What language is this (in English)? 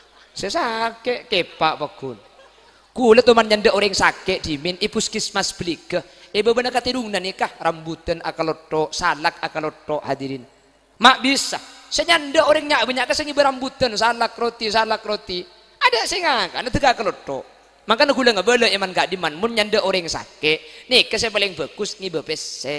Madurese